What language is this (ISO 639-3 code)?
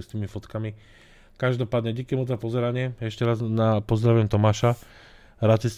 slk